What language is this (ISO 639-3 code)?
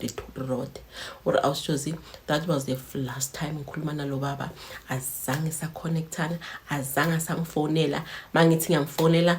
zul